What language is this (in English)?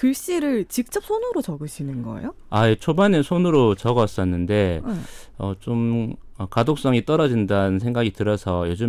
Korean